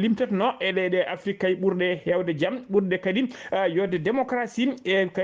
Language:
Fula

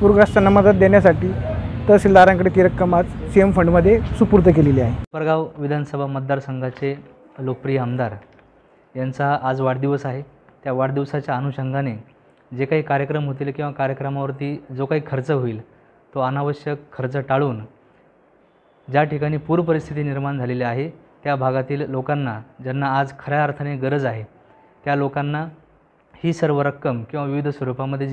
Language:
Marathi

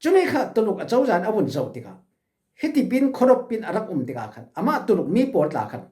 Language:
Falam Chin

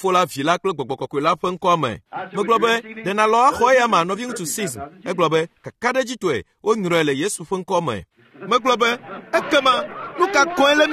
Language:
Ewe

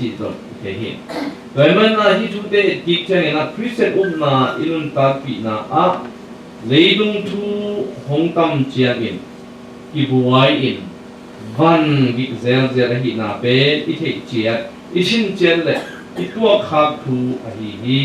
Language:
Tedim Chin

